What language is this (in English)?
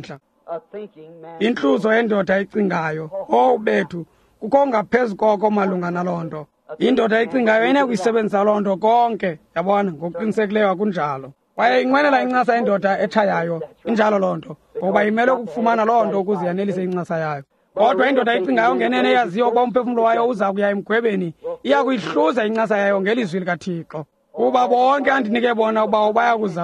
Xhosa